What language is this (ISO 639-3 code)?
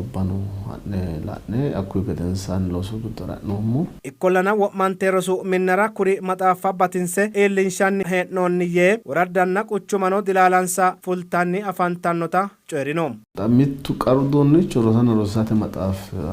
sid